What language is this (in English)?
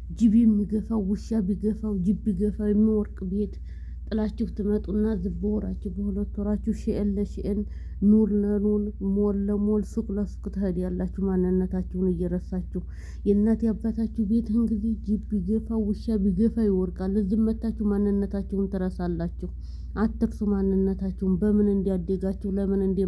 Amharic